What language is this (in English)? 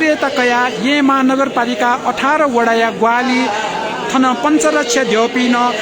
Newari